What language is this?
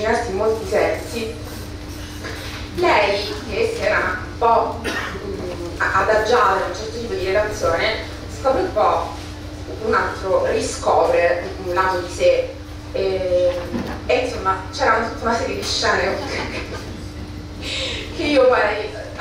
Italian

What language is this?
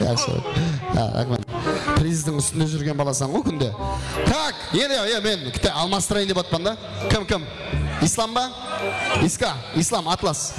Kara-Kalpak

